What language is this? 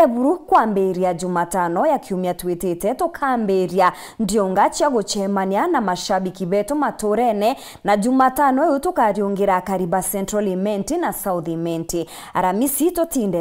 Meru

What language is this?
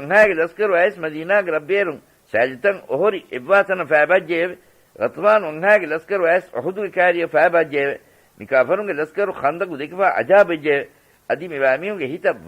Divehi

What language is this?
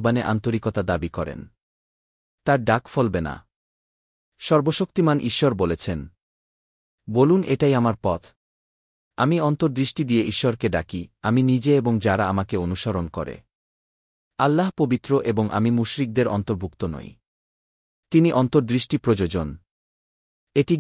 Bangla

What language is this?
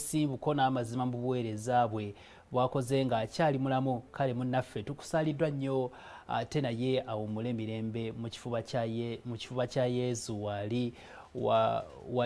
Ganda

